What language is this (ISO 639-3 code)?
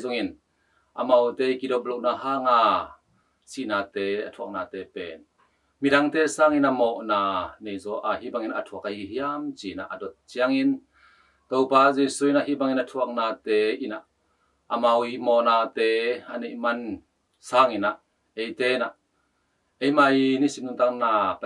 ctd